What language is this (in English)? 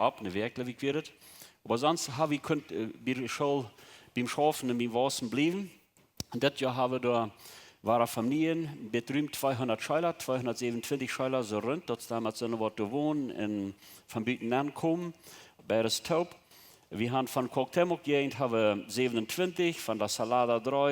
Plautdietsch